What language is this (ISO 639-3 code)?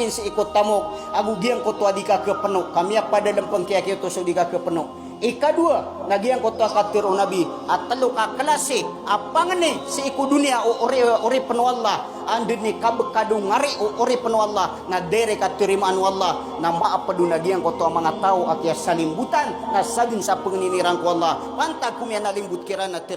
mrw